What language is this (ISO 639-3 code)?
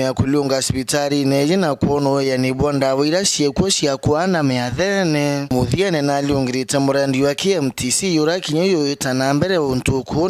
mer